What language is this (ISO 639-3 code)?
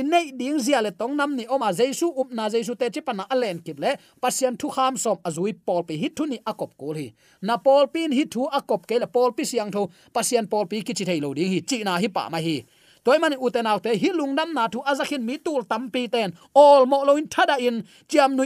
ctd